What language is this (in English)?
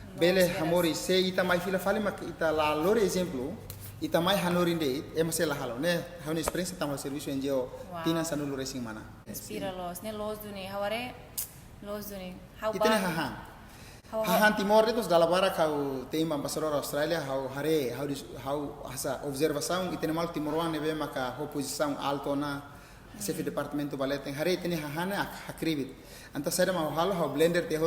Tetum